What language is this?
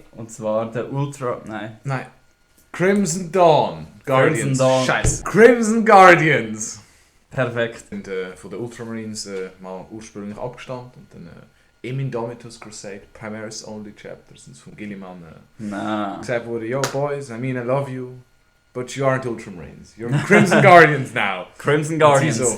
Swiss German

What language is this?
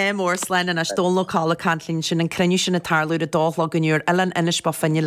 Irish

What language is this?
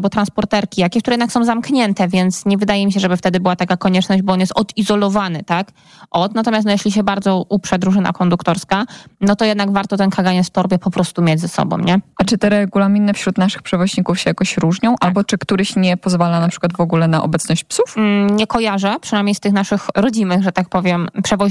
Polish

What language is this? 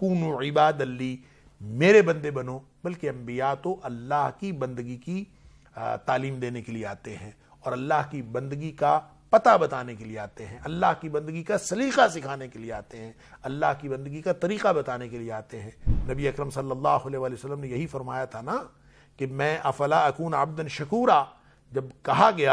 Urdu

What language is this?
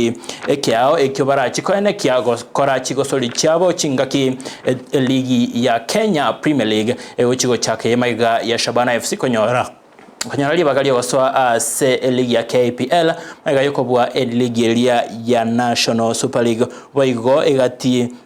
Gusii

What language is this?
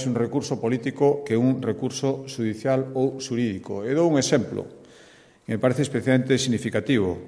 Galician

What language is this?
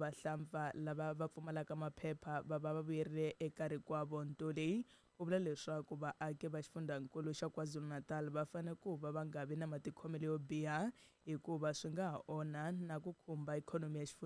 Tsonga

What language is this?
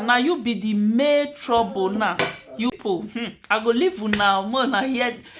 Nigerian Pidgin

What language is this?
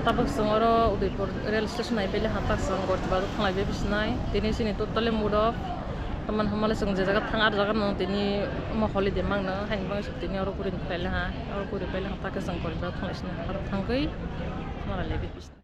Kok Borok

